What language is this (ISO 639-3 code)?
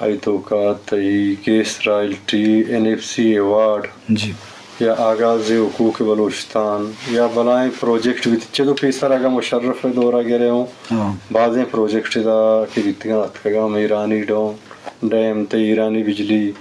bgp